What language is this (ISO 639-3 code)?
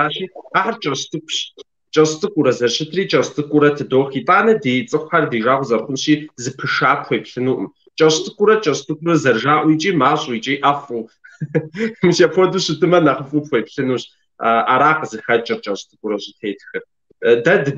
kbd